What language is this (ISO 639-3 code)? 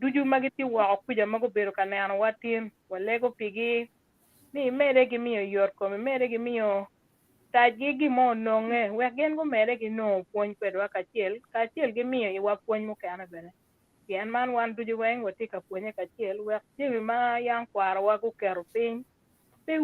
ach